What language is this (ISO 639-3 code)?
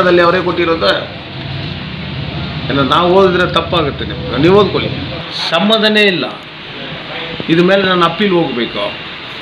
kan